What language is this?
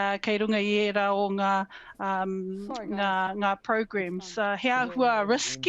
Māori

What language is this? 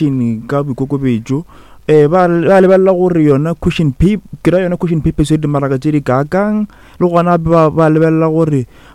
Northern Sotho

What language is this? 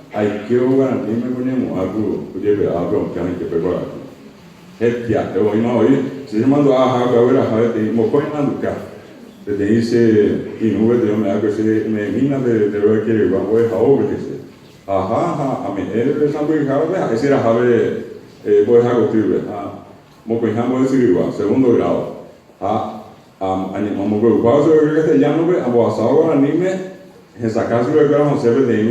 Guarani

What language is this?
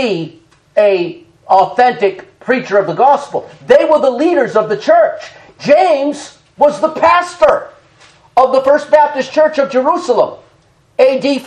English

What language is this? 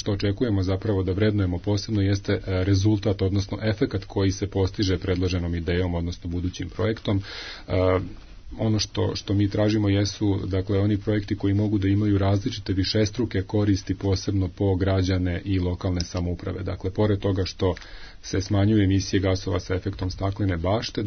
Serbian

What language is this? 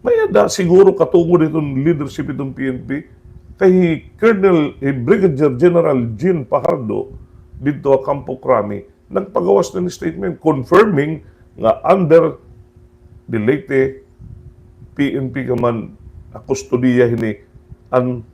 Waray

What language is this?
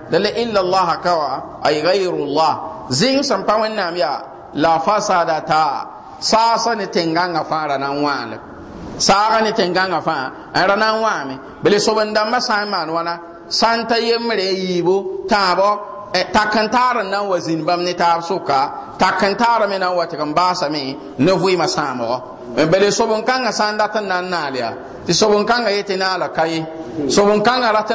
Mossi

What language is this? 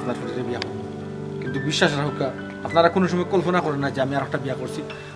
Sylheti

